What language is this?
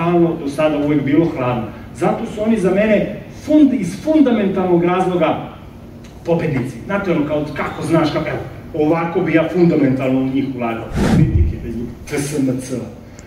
Serbian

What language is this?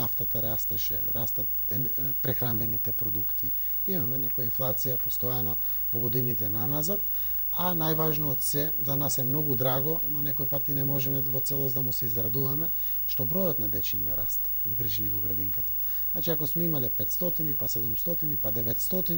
Macedonian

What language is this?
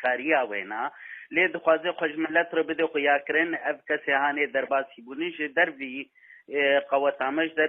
Kurdish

